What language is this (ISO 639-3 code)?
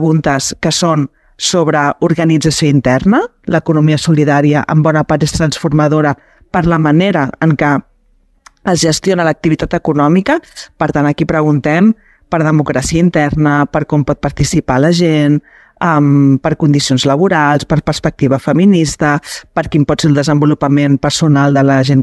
cat